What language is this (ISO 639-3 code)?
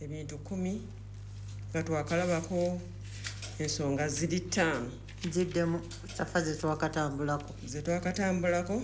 lug